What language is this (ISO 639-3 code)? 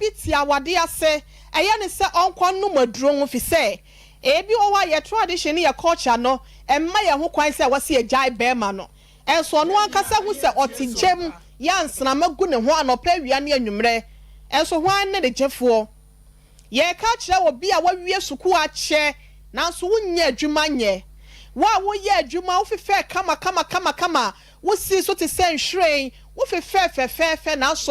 aka